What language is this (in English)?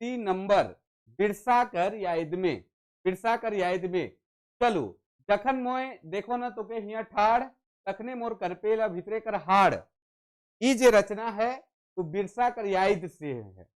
Sadri